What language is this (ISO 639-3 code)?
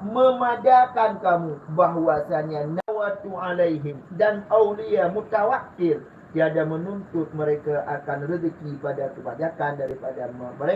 ace